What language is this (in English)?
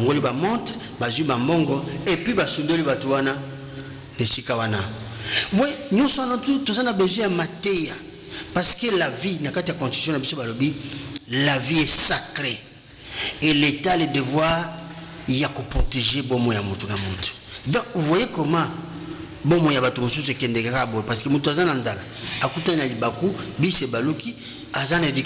Lingala